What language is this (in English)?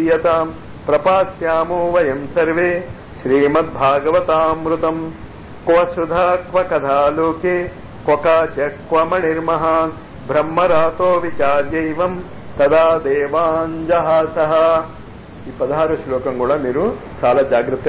Telugu